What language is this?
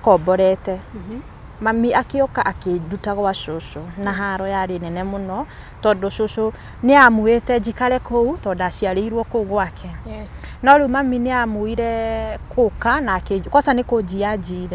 Kikuyu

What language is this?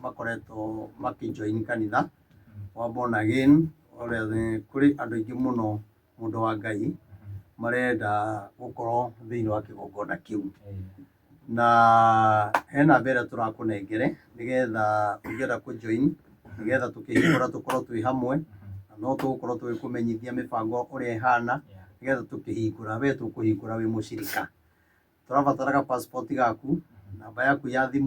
Kikuyu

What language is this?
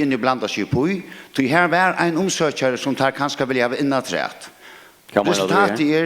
Faroese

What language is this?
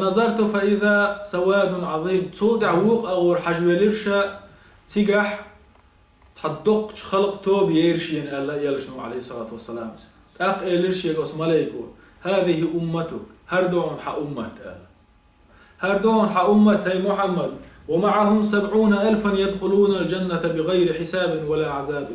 Chechen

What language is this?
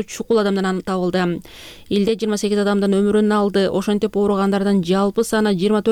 Kyrgyz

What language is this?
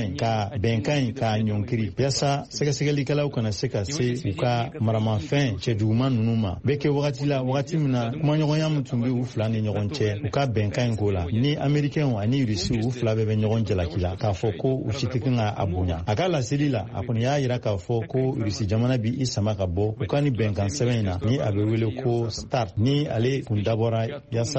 Bambara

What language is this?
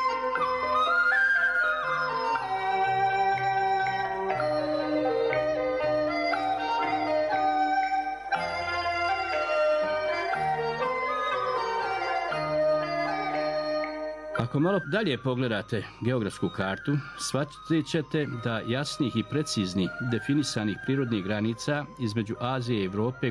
Serbian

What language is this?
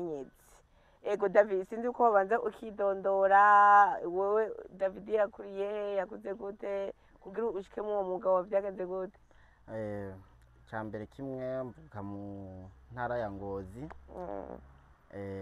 Rundi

